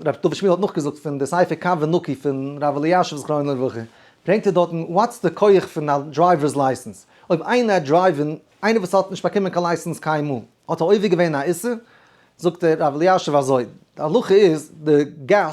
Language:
Yiddish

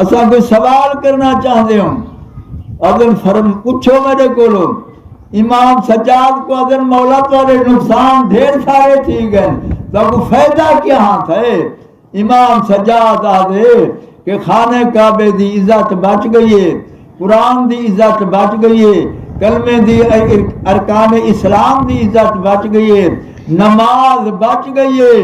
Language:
Saraiki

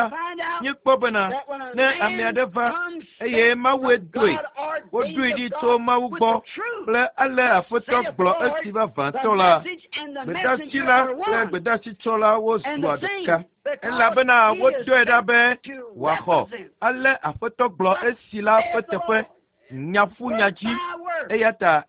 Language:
Ewe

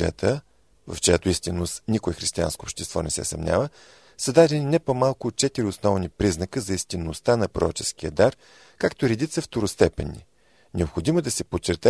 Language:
Bulgarian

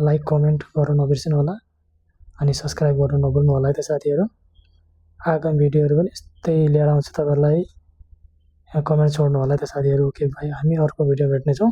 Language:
Nepali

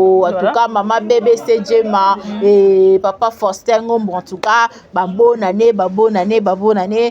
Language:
Lingala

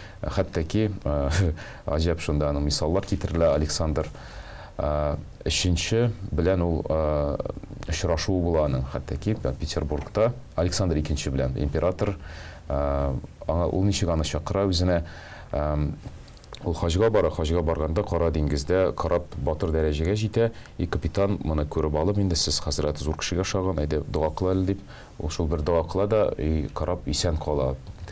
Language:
Tatar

